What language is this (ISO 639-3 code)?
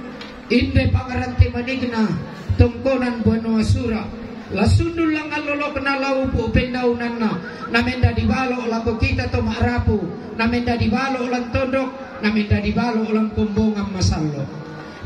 sda